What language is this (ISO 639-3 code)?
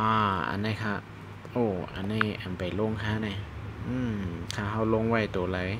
shn